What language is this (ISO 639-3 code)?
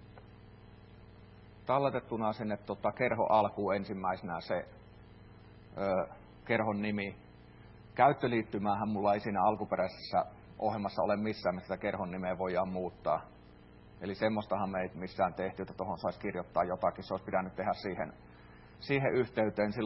fin